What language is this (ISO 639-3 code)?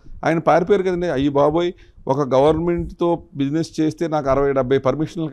tel